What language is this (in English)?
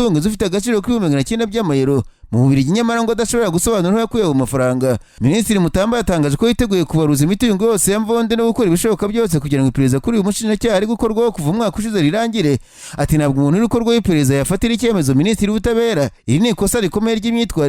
Kinyarwanda